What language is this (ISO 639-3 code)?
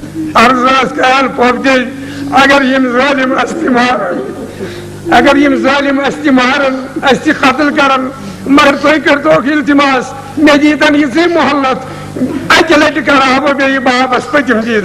kas